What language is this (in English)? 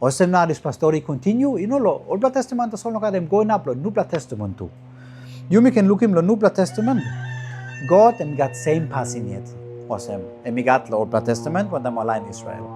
Tok Pisin